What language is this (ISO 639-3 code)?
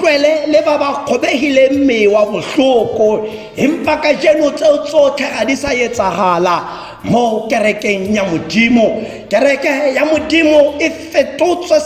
tsn